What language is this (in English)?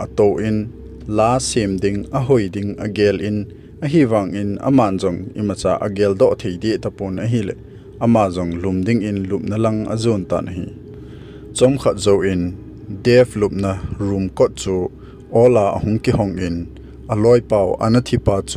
Thado Chin